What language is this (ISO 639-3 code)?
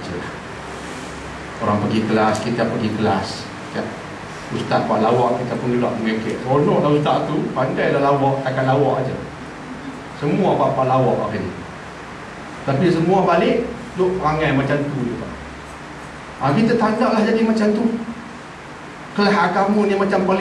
msa